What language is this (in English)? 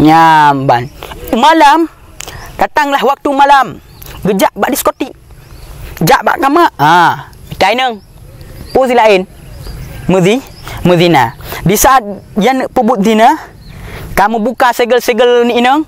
Achinese